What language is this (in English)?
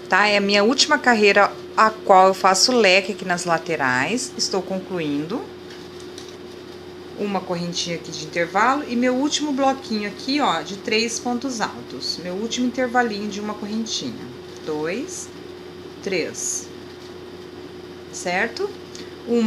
Portuguese